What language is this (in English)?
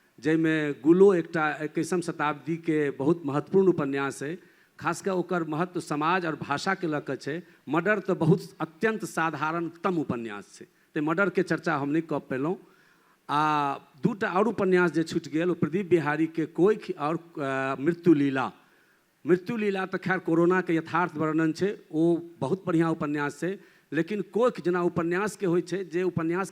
Maithili